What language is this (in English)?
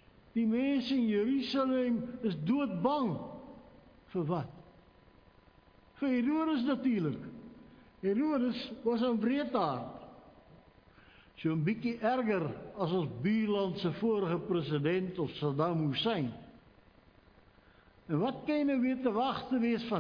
Afrikaans